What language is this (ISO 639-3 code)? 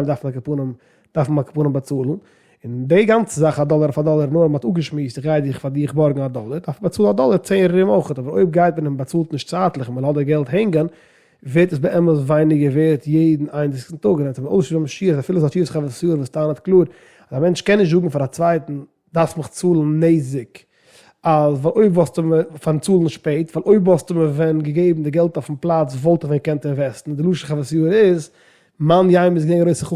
yid